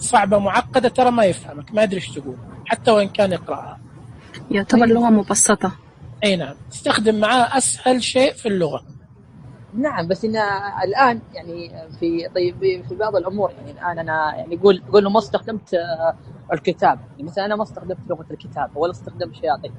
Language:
Najdi Arabic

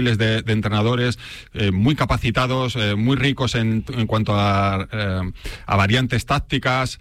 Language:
Spanish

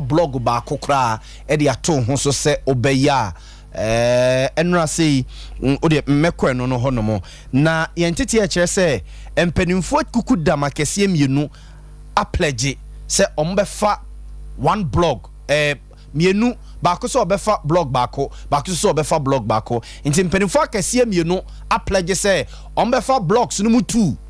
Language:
Akan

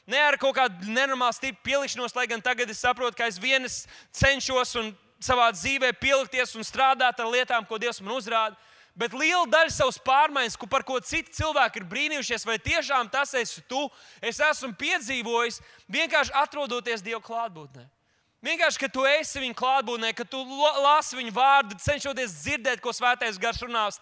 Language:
Latvian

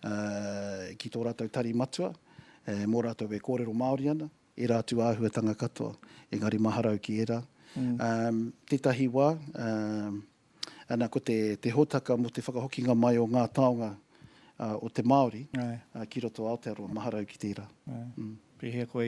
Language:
Māori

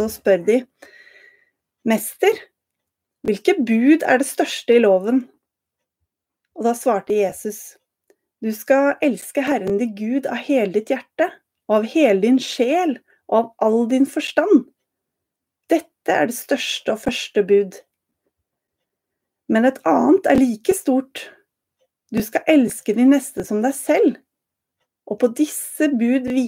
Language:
Norwegian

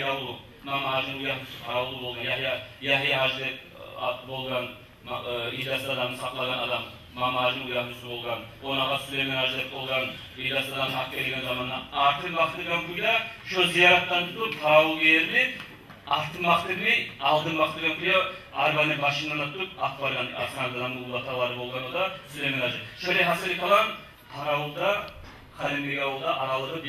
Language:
Kumyk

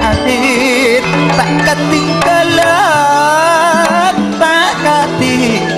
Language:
Madurese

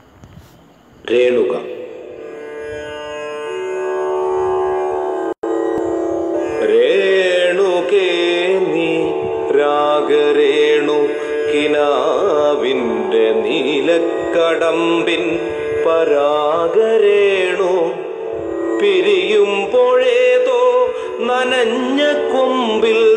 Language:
Malayalam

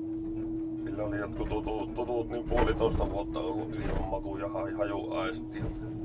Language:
Finnish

